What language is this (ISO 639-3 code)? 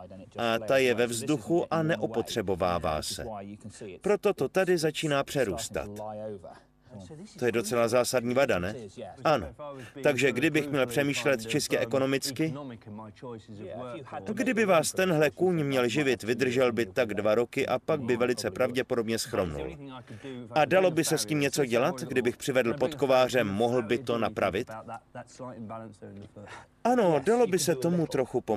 ces